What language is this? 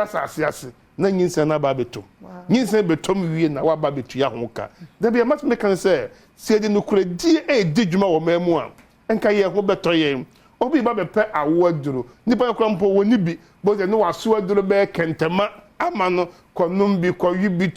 Akan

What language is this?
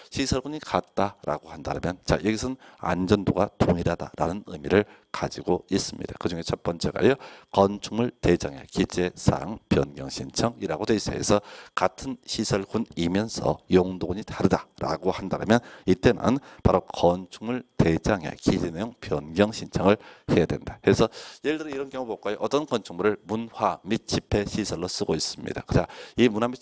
Korean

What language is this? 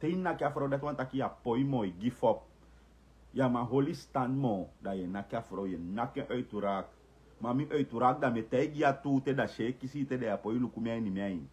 Sranan Tongo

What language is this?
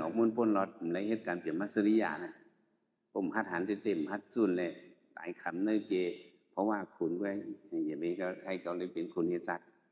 Shan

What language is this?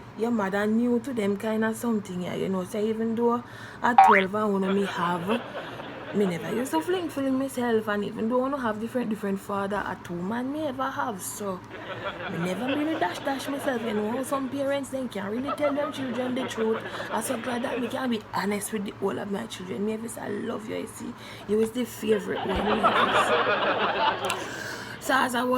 Jamaican Creole English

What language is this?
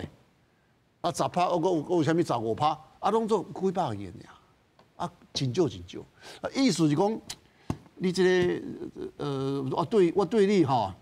Min Nan Chinese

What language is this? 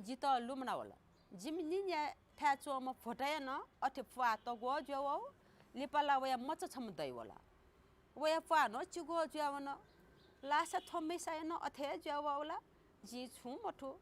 Newari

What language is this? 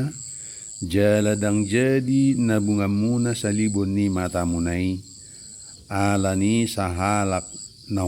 Batak Toba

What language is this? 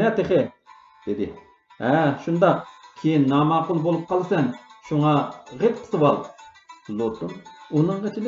Uyghur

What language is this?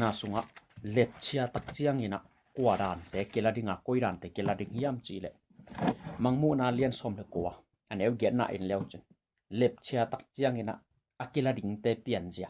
Tedim Chin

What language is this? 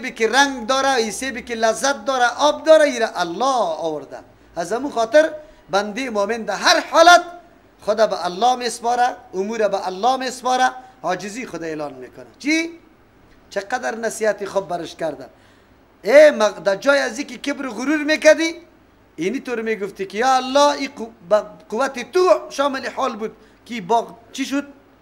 Persian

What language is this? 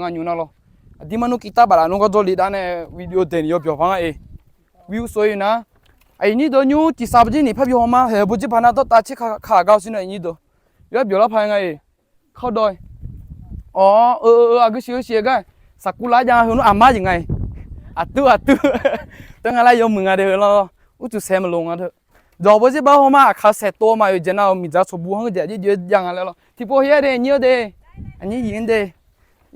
Akha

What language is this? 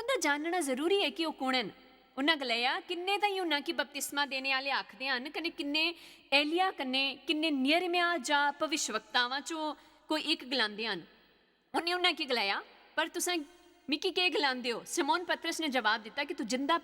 Dogri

